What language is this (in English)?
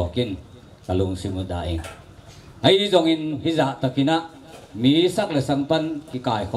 Tedim Chin